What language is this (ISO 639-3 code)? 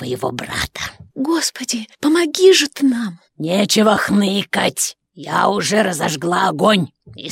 rus